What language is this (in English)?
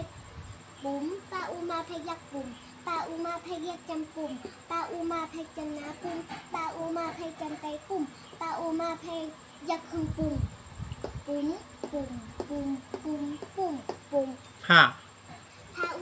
Shan